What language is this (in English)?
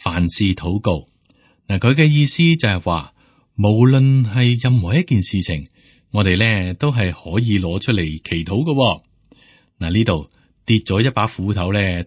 Cantonese